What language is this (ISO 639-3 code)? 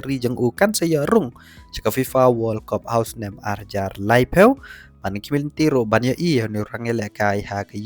kha